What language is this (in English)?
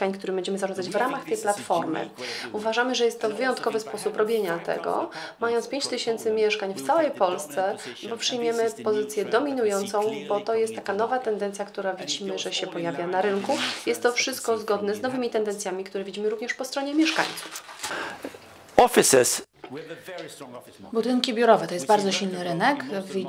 Polish